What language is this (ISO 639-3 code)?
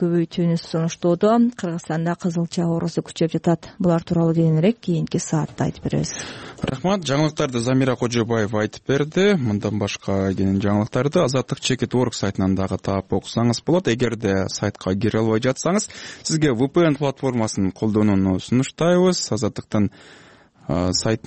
kir